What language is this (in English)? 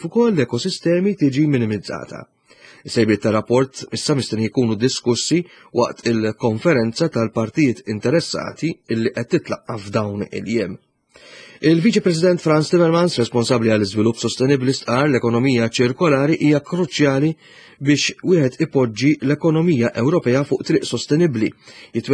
Maltese